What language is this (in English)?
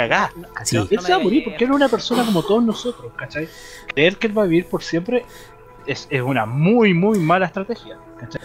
Spanish